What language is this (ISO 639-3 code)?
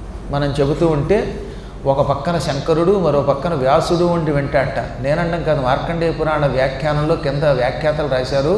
tel